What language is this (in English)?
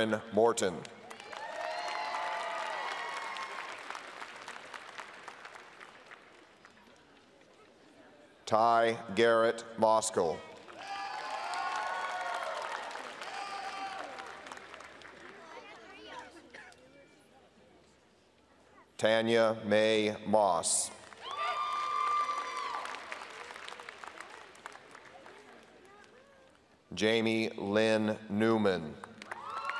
English